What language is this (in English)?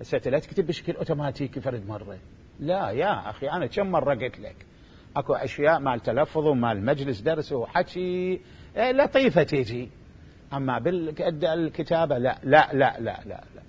Mesopotamian Arabic